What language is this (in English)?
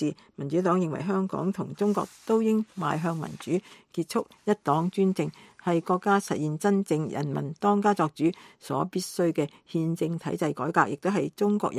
Cantonese